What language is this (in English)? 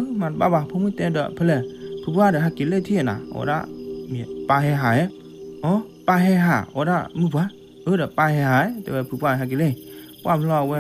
S'gaw Karen